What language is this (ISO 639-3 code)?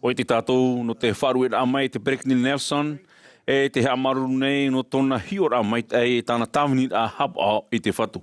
tah